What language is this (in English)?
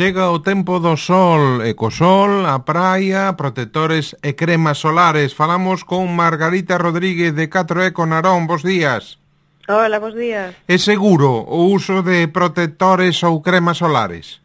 Galician